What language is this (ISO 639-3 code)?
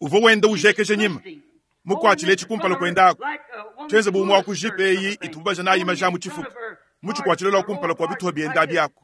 lua